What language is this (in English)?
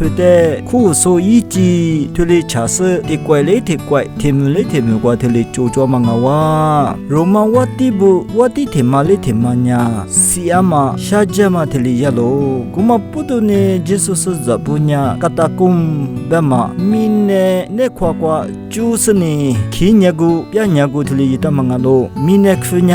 Lisu